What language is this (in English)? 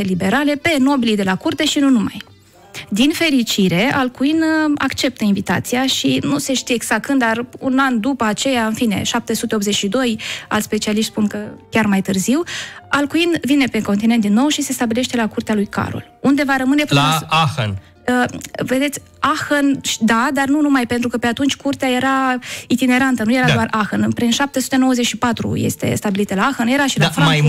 Romanian